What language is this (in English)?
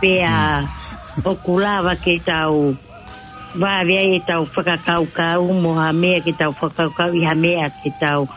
Tongan